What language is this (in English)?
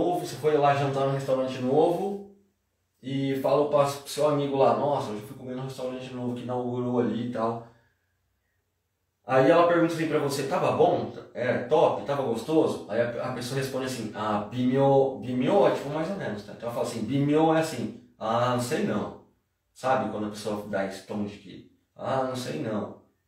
Portuguese